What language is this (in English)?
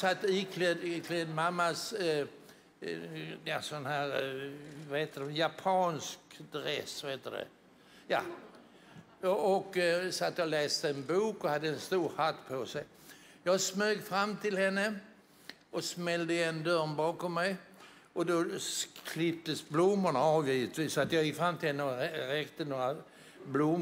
Swedish